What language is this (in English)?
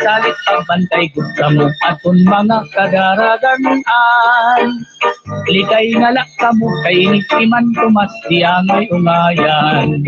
Waray